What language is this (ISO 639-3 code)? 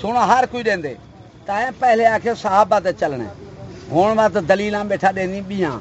skr